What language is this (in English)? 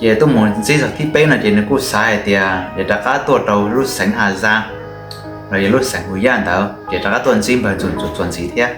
Hmong